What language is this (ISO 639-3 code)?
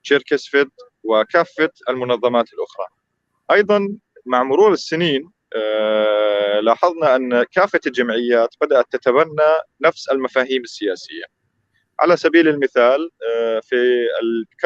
apc